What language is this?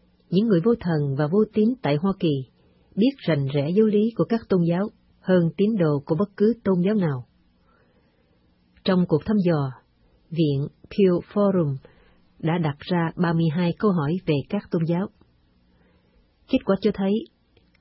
Vietnamese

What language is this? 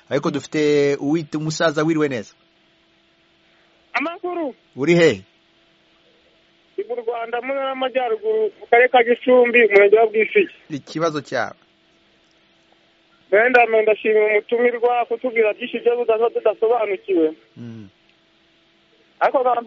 Kinyarwanda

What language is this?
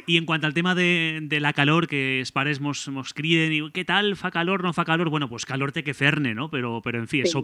Catalan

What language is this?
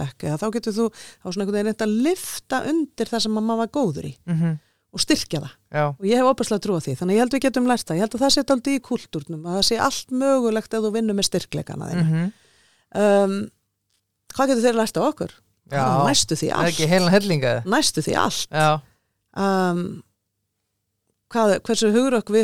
Icelandic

